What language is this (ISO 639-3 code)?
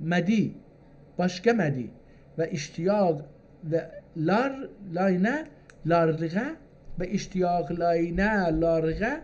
azb